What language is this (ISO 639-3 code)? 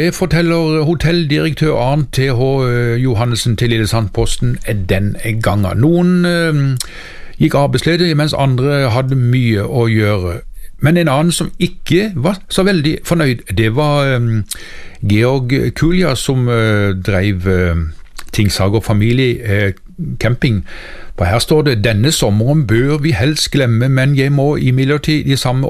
nor